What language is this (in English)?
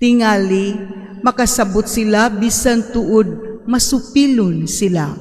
Cebuano